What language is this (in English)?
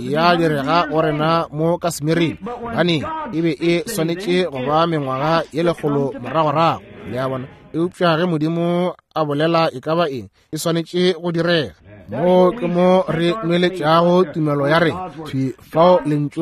Northern Sotho